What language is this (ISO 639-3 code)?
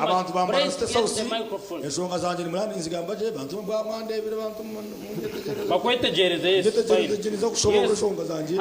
nyn